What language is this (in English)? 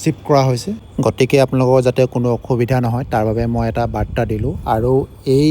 Assamese